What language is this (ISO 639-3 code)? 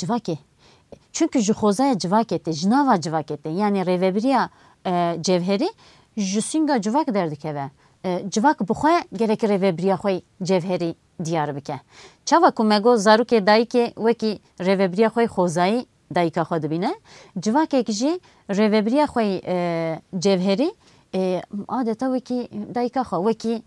kur